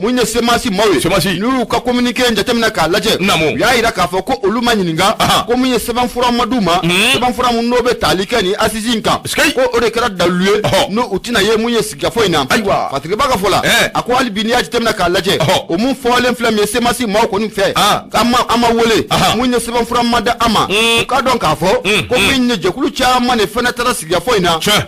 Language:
Bambara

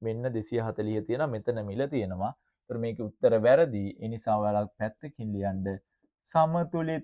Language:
Sinhala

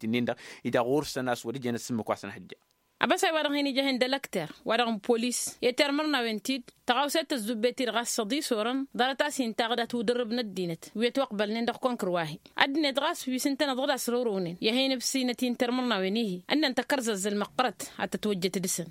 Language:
Tamasheq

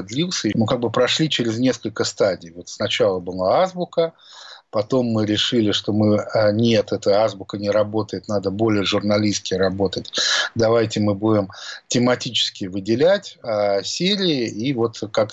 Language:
Russian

